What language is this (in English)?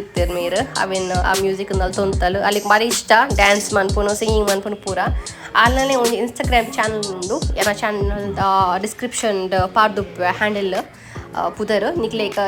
Tulu